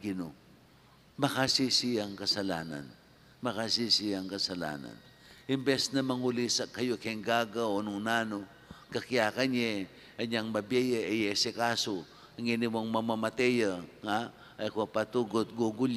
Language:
Pampanga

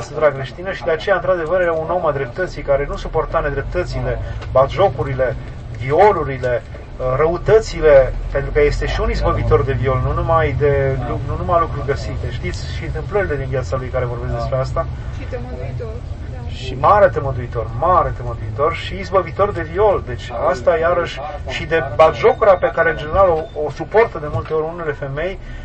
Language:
Romanian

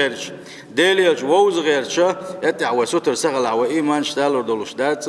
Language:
Chechen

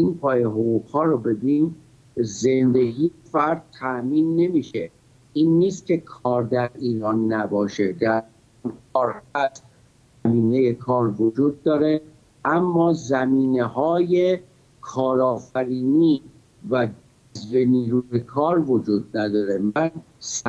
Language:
Persian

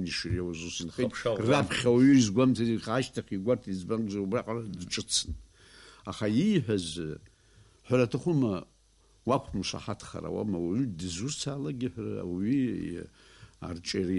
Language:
Abkhazian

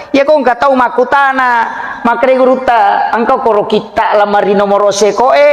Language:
Buginese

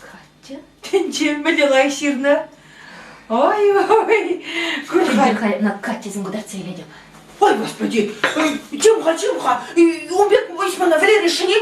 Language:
Chuvash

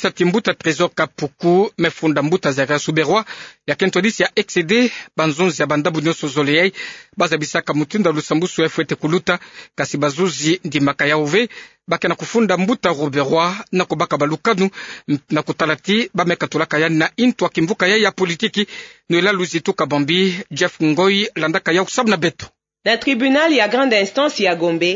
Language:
Kituba (Democratic Republic of Congo)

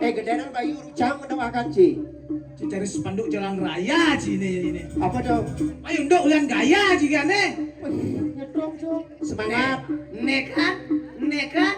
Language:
Balinese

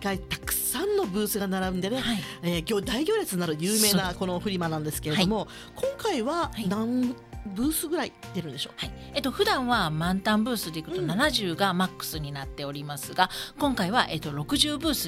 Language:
Japanese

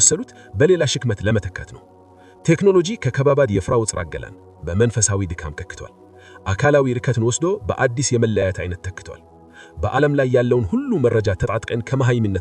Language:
Amharic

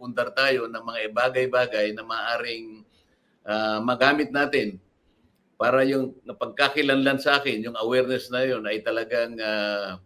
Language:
Filipino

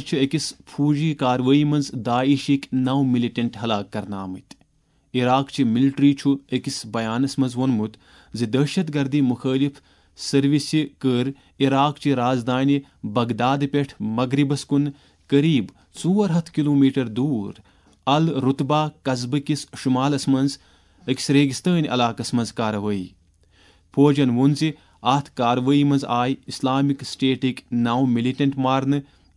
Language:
Kashmiri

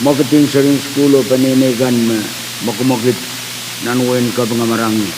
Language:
Pohnpeian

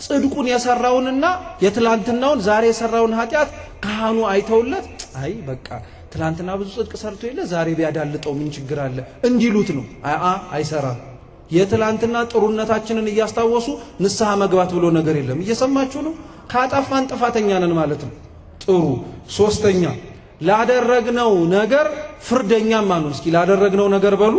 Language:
Amharic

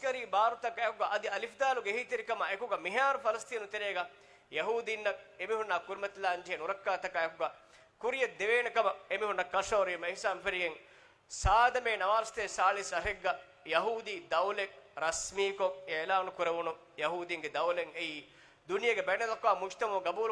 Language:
Divehi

